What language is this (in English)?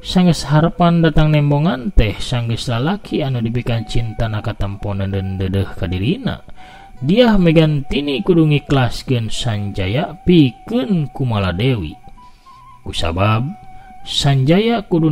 Sundanese